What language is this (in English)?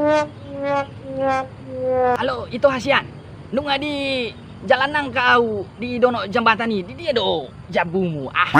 Batak Toba